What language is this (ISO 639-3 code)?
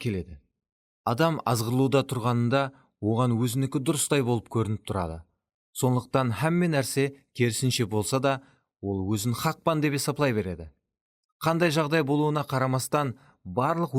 kaa